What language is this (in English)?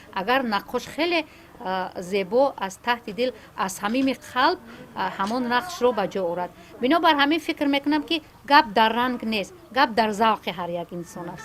Tajik